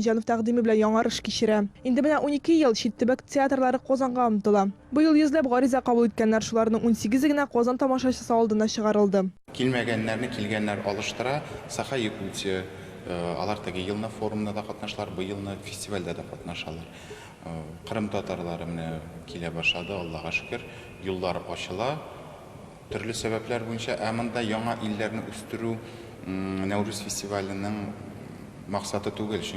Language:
Tatar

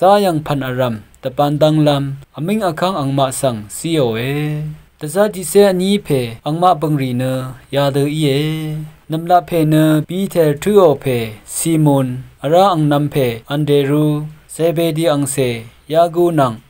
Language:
Rawang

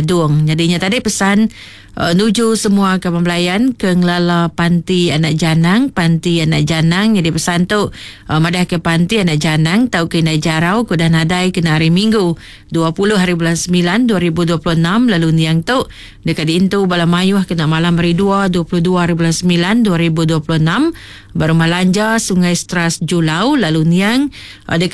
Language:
Iban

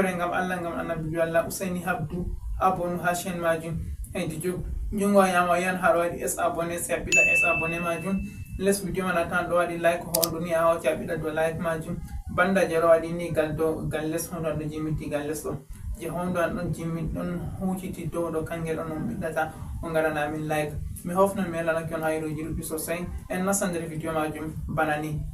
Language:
Fula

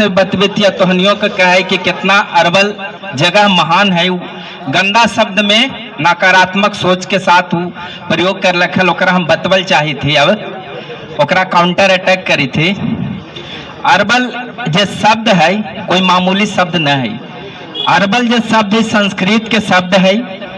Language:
Magahi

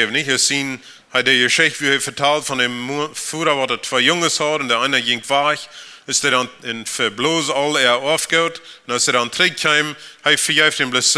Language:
Plautdietsch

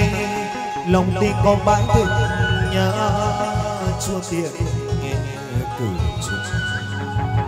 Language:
Vietnamese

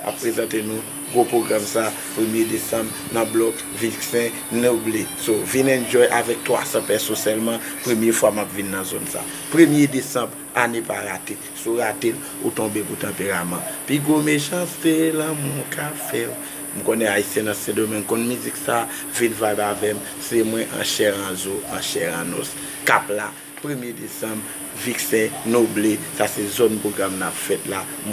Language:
Haitian Creole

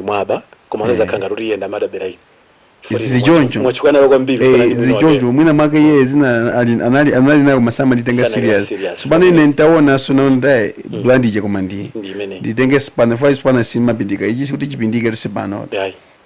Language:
Nyanja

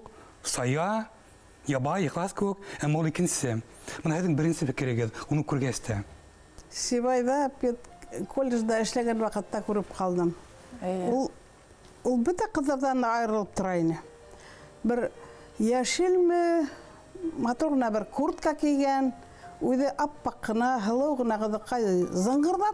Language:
Bashkir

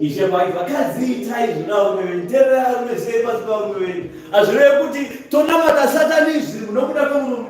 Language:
Shona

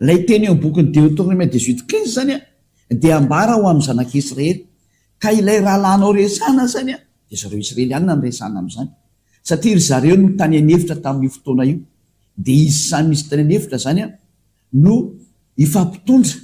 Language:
Malagasy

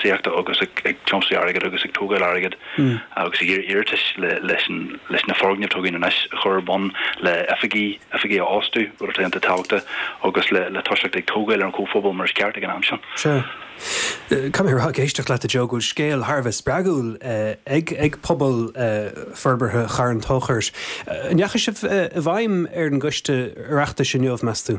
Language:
Irish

